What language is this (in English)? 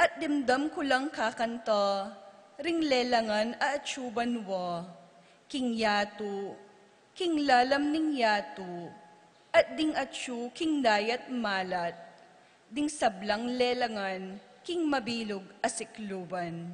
Pampanga